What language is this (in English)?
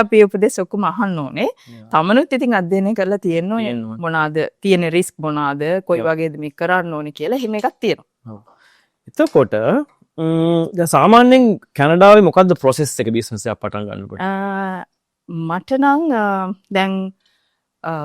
Sinhala